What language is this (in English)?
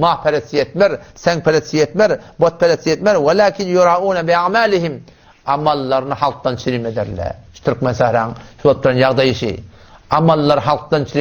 Turkmen